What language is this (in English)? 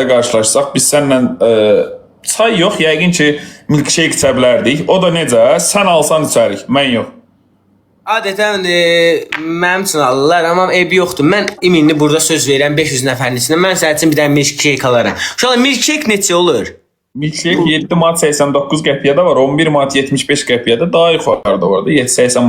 Azerbaijani